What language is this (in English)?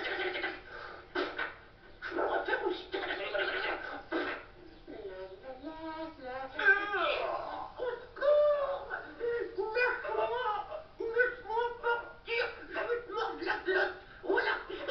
French